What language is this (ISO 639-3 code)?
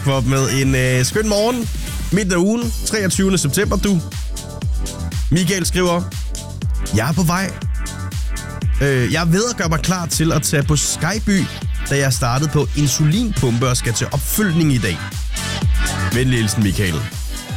dan